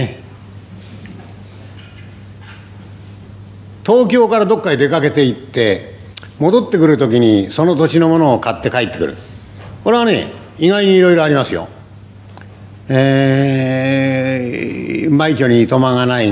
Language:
Japanese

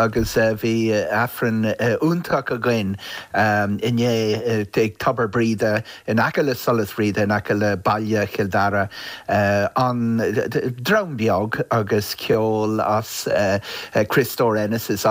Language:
Irish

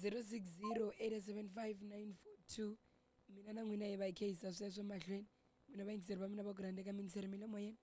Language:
Tsonga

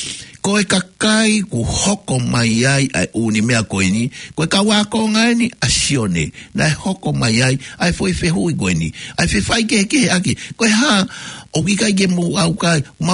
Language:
Tongan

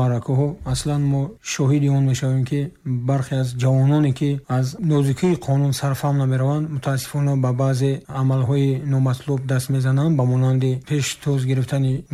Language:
Tajik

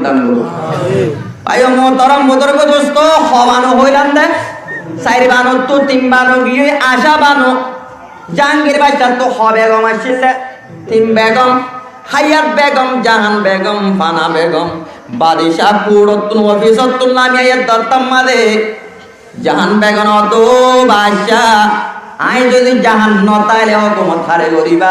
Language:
Rohingya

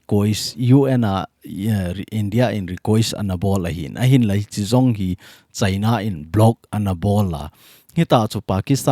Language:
Thado Chin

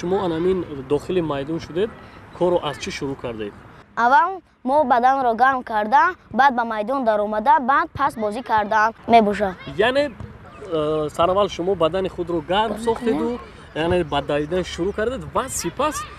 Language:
Tajik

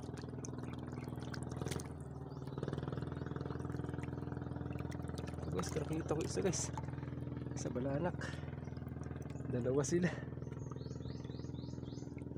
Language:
Filipino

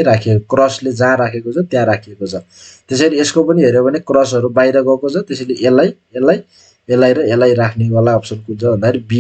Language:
Nepali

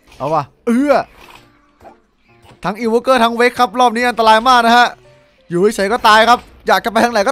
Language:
Thai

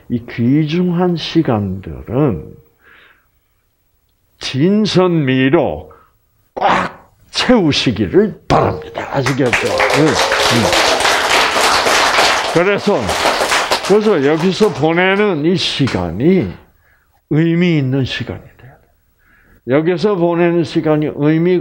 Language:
Korean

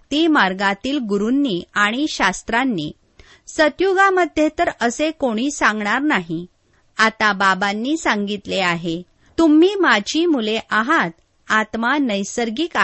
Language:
Marathi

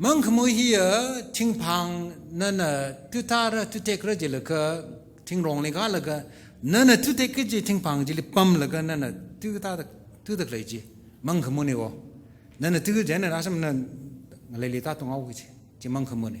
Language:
Tangkhul Naga (India)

